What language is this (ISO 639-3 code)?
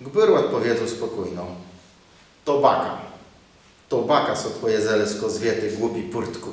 csb